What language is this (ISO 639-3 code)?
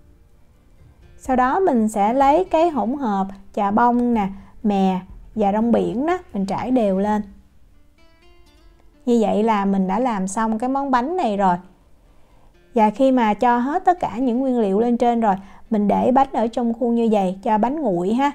vie